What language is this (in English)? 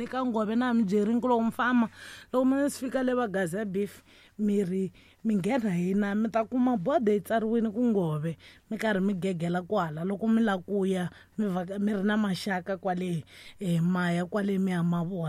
Tsonga